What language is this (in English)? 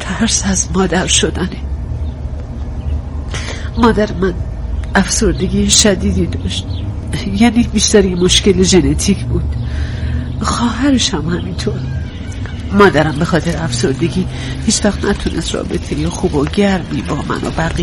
Persian